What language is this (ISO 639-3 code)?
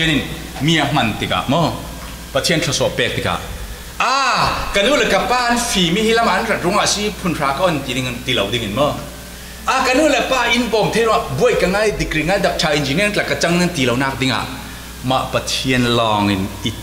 cfm